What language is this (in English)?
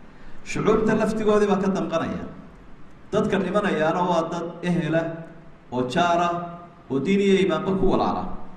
Somali